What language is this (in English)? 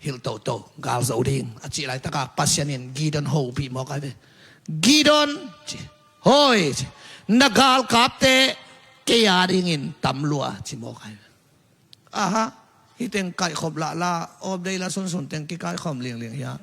Tedim Chin